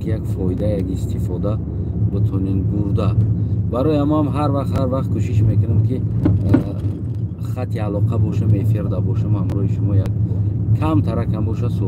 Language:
Tajik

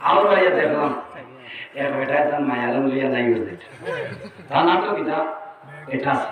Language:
Sylheti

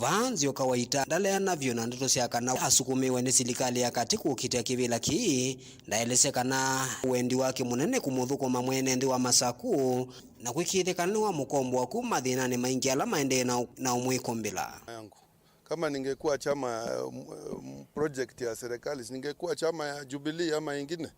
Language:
Kamba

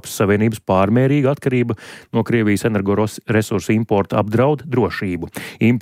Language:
Latvian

